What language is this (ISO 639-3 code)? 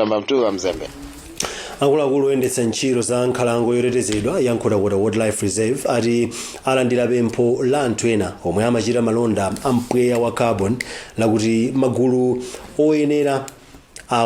nya